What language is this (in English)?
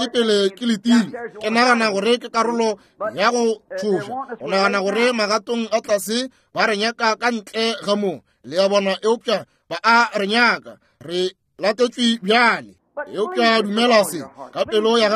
Northern Sotho